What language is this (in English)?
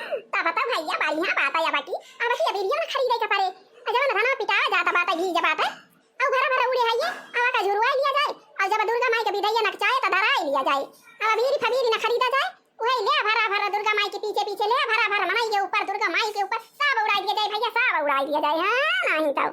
Awadhi